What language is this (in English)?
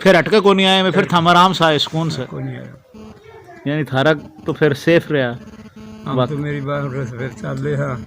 Haryanvi